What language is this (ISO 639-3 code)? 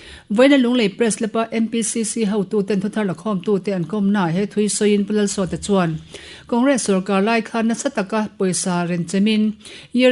lus